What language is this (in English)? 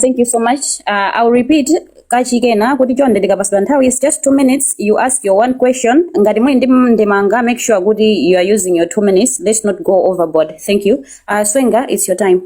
Nyanja